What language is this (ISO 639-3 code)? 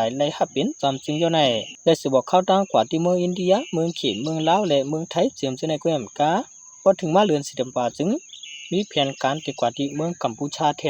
shn